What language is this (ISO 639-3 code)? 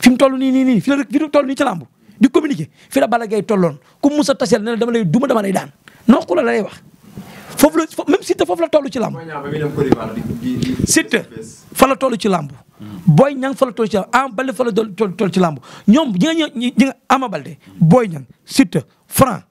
wol